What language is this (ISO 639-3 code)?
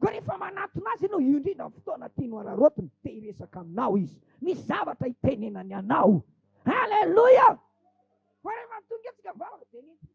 mlg